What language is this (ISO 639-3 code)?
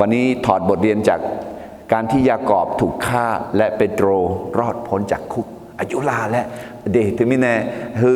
ahk